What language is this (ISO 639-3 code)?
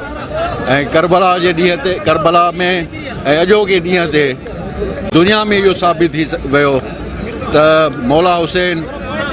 snd